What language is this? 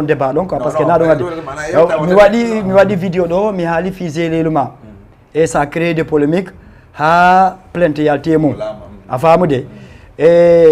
Fula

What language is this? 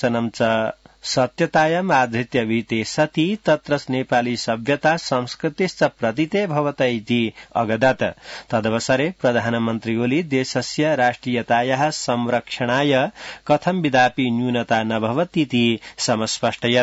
Sanskrit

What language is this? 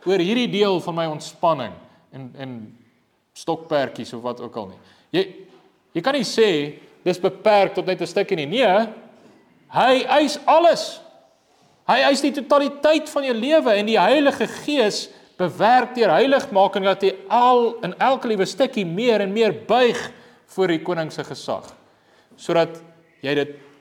Afrikaans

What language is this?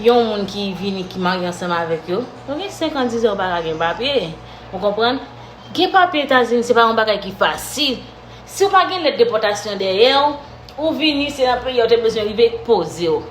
Haitian Creole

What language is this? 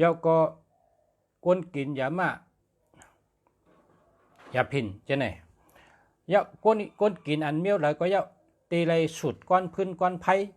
Shan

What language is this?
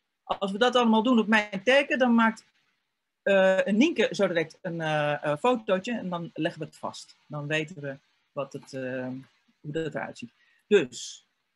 Dutch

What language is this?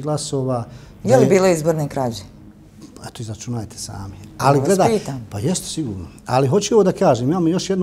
Bosnian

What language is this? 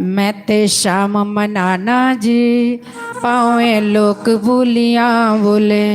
Dogri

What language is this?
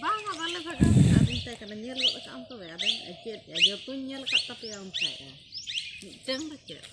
Santali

